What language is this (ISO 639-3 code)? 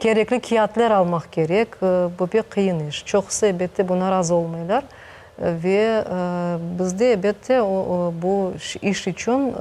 crh